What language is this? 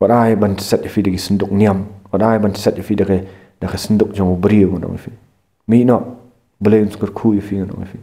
Khasi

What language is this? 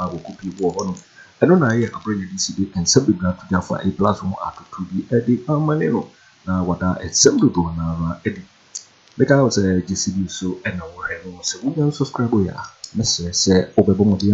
Akan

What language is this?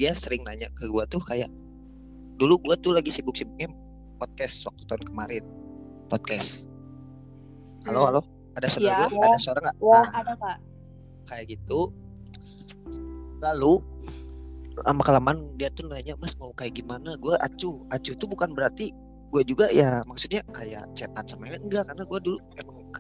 Indonesian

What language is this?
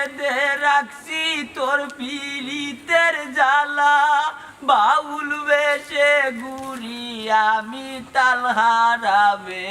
Sylheti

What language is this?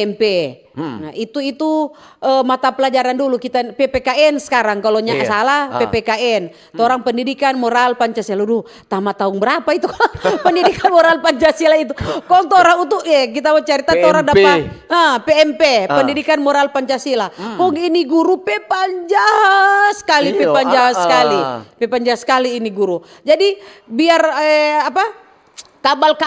Manado Malay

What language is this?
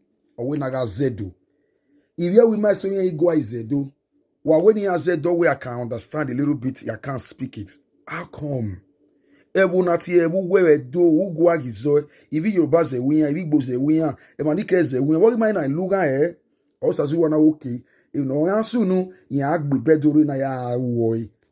Bini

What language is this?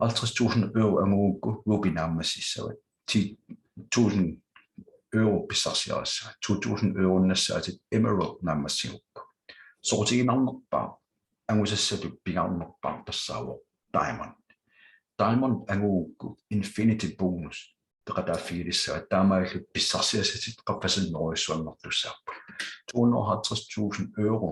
Kalaallisut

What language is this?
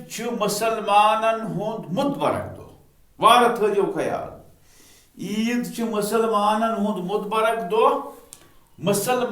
Kashmiri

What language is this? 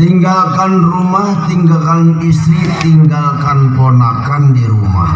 Betawi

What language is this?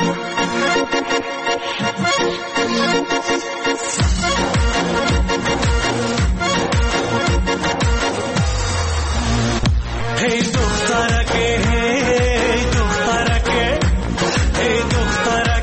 Persian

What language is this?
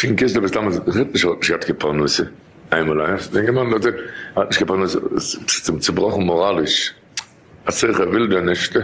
Yiddish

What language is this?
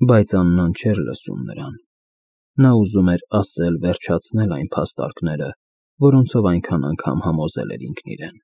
Armenian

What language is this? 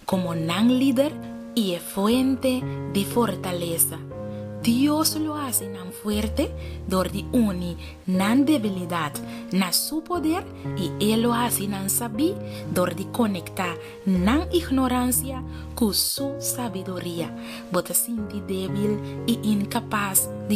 Papiamento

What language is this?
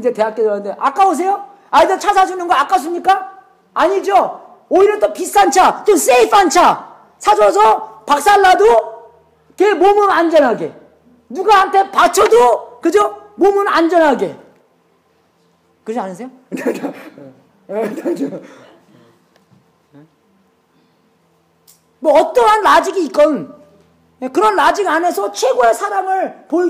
Korean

